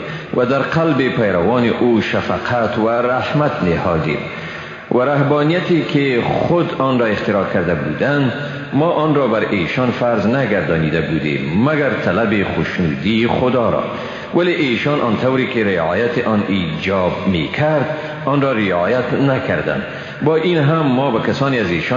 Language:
Persian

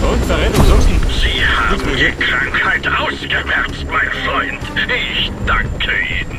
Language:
Bavarian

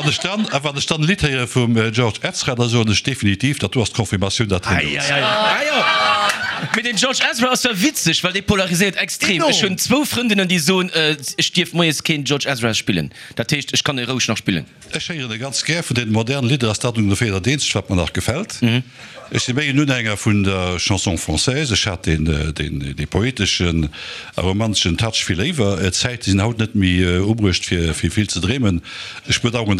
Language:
Luxembourgish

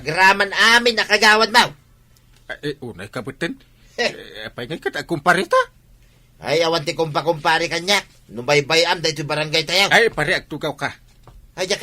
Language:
Iloko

